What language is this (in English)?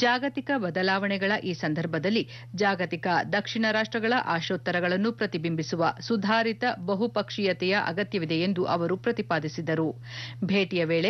Kannada